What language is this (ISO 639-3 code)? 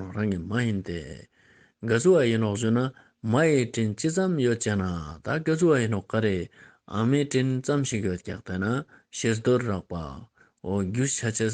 lbj